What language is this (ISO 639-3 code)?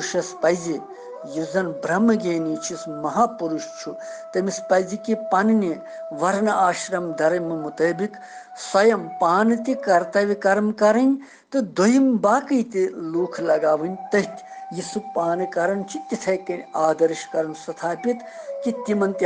kas